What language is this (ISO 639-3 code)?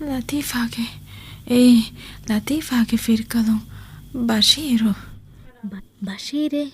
div